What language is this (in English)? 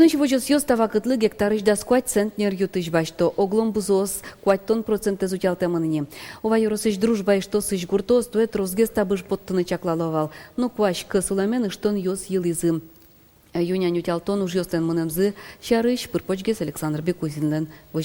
Udmurt